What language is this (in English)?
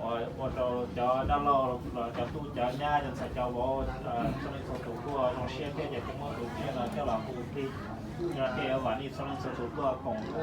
Hmong